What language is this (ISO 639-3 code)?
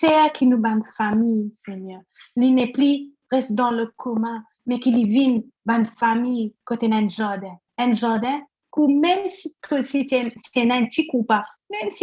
mfe